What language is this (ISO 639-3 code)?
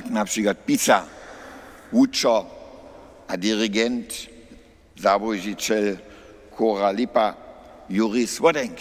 hsb